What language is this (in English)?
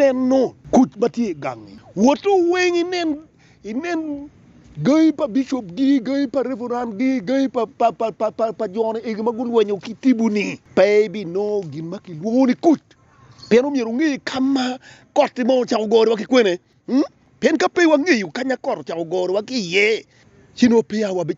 Acoli